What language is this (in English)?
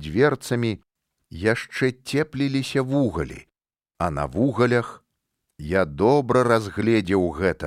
Belarusian